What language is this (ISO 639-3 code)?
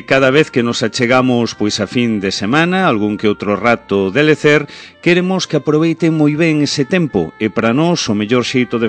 glg